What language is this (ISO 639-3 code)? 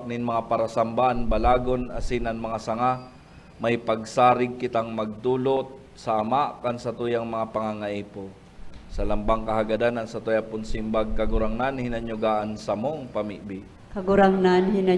bik